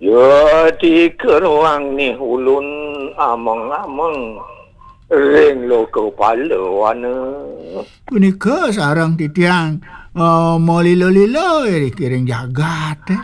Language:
Balinese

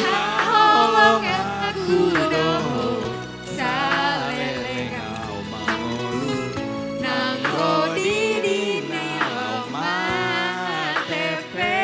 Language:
Batak Toba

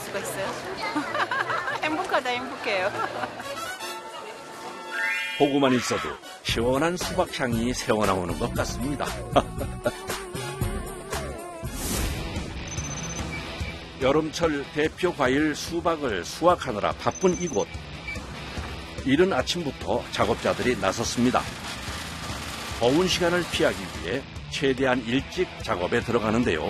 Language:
Korean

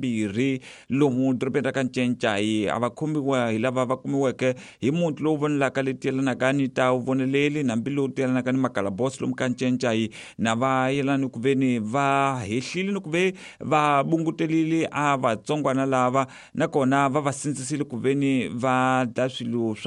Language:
Tsonga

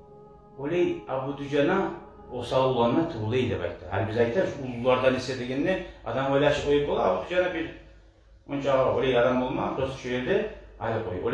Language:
Kumyk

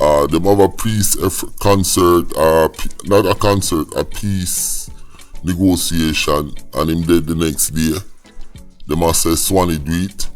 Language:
Jamaican Creole English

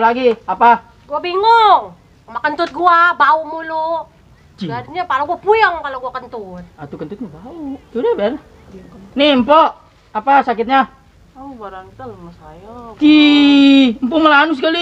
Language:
Betawi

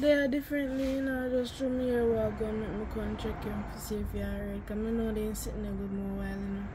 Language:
Jamaican Creole English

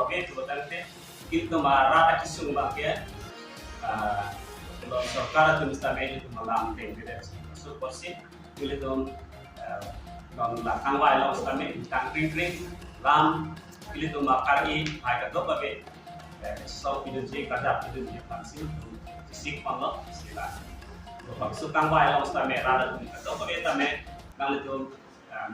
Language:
Karbi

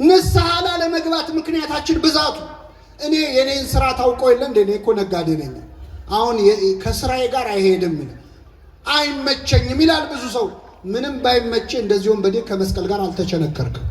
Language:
Amharic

